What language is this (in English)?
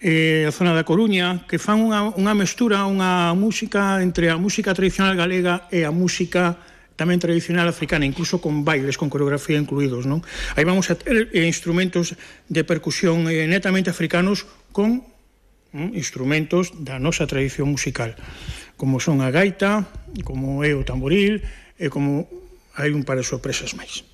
Galician